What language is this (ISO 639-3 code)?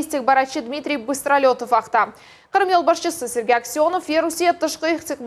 crh